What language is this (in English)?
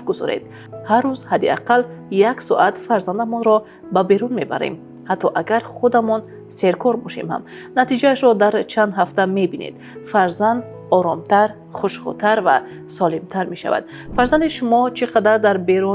Tajik